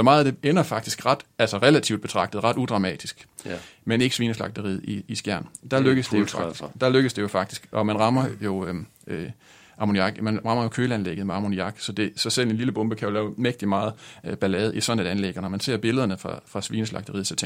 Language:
Danish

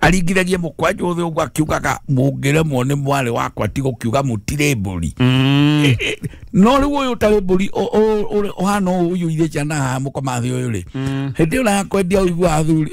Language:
Kikuyu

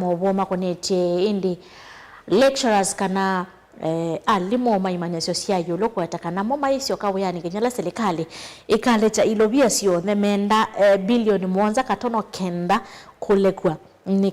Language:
Kamba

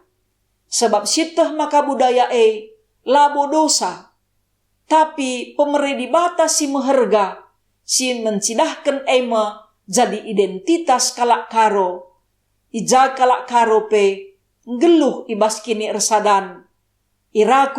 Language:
Batak Karo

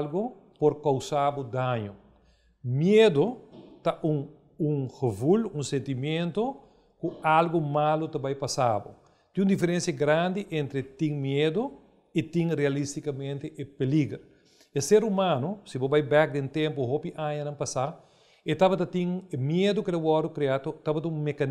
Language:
Papiamento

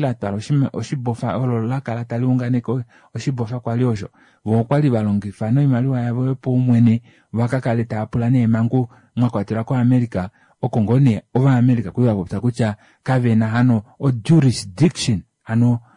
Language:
Kuanyama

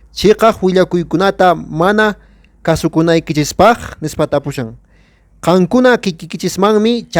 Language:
Quechua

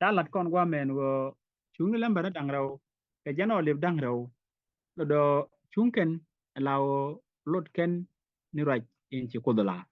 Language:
Nuer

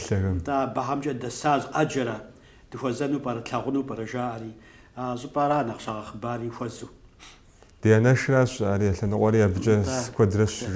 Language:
Kabardian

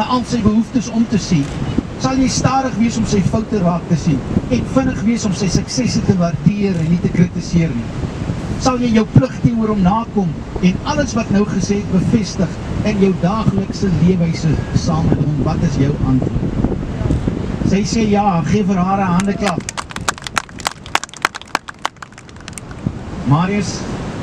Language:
Afrikaans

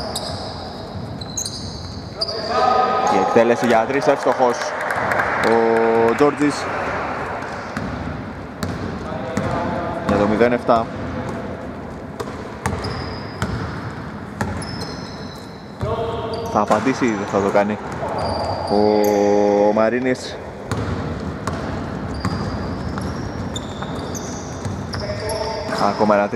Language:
Greek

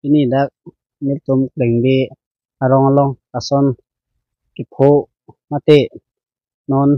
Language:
Karbi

